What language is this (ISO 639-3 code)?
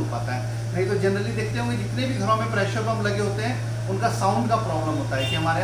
hin